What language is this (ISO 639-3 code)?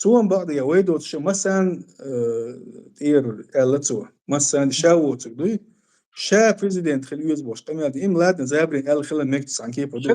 che